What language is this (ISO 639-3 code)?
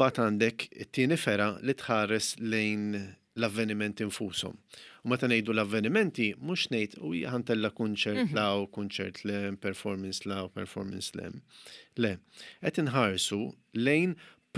mlt